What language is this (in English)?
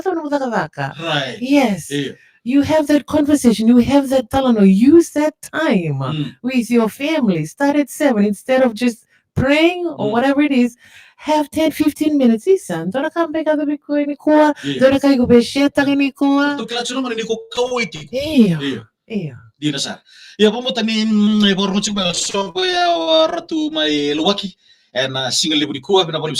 Fijian